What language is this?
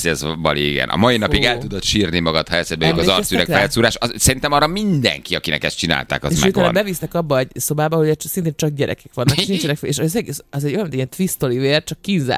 Hungarian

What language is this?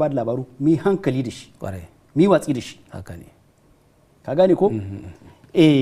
Hausa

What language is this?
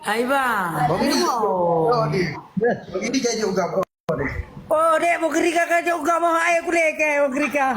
Achinese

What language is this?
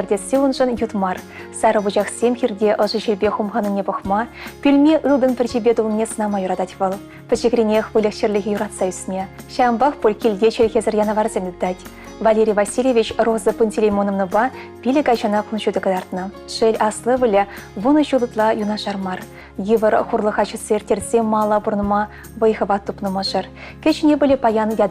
Chuvash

